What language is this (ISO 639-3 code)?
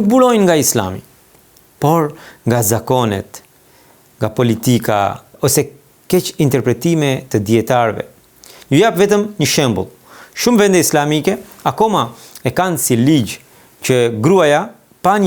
sqi